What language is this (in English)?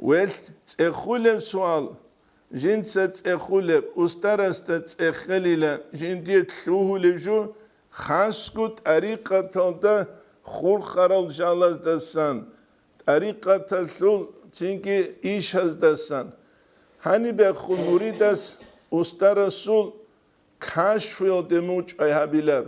Avaric